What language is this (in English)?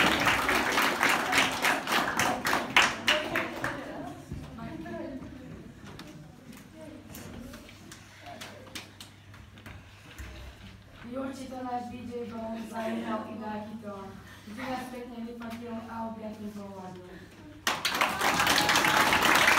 Slovak